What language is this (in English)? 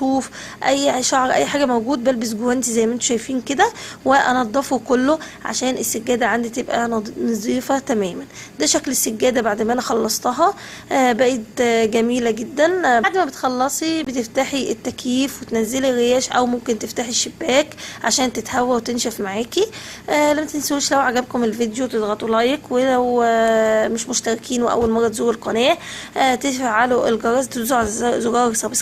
Egyptian Arabic